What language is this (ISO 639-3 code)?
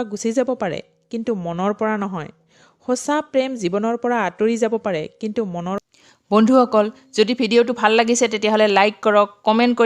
asm